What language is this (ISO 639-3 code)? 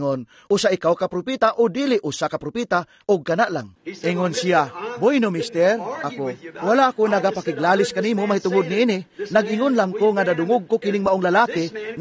ceb